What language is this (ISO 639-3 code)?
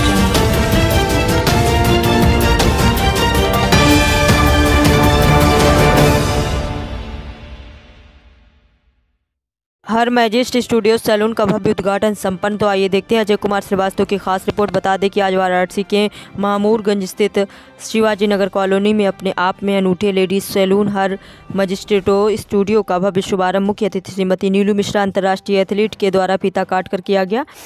hin